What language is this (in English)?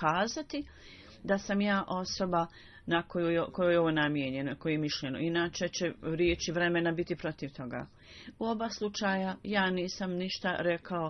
Bosnian